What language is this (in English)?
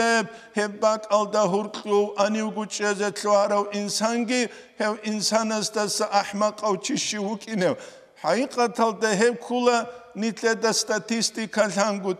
Avaric